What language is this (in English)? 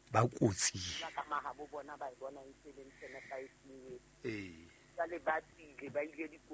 Southern Sotho